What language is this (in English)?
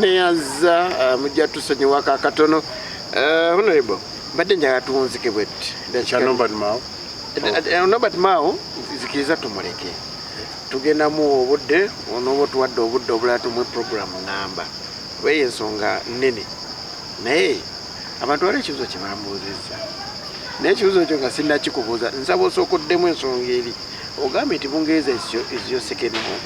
Ganda